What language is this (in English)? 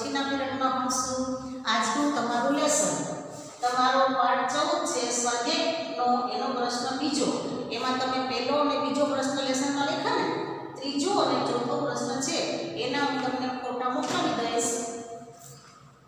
Gujarati